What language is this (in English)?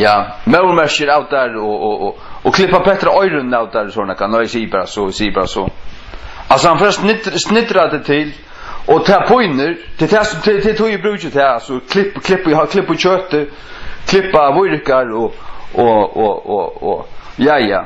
Faroese